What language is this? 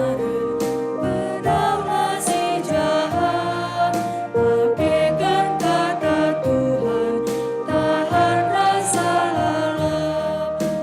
Batak Karo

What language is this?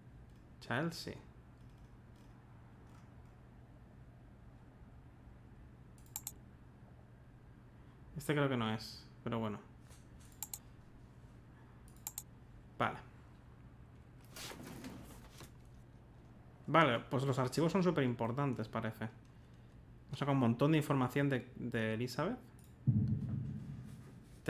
Spanish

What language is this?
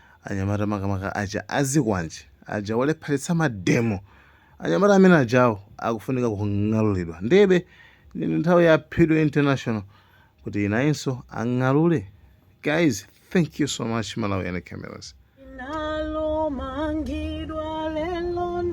Nyanja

